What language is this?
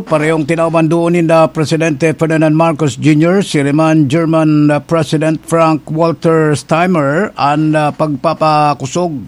Bikol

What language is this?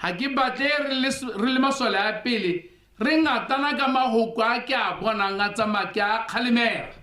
Tswana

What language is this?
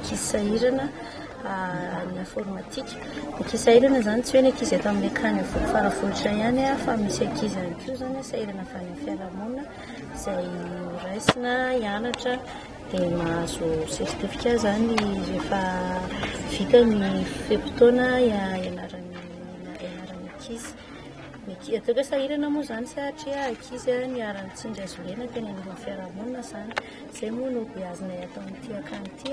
Malagasy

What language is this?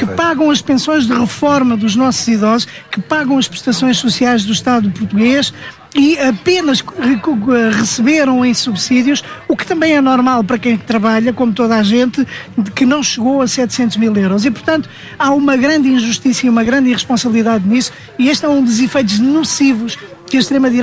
Portuguese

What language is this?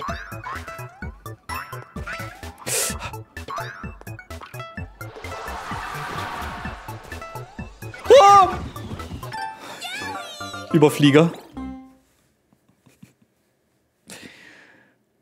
German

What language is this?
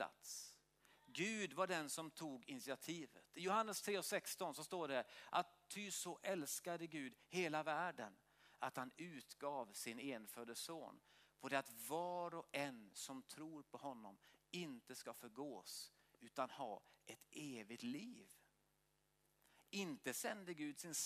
Swedish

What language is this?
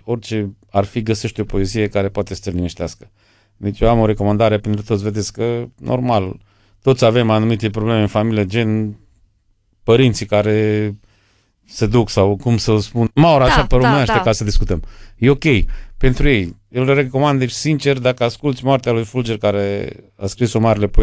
Romanian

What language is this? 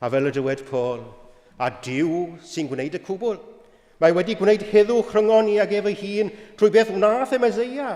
Welsh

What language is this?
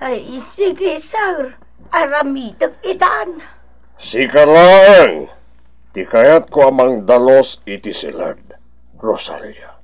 Iloko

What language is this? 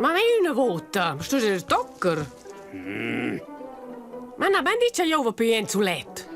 Romansh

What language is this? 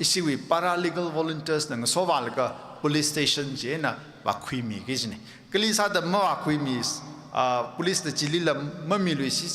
Tangkhul Naga (India)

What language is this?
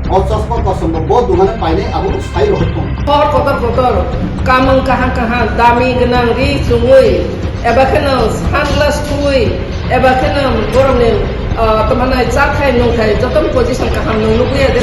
Kok Borok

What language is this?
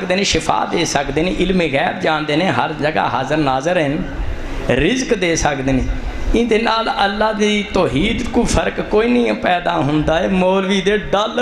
Saraiki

